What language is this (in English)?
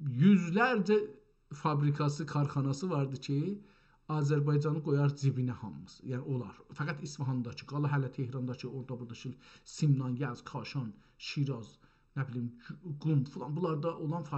South Azerbaijani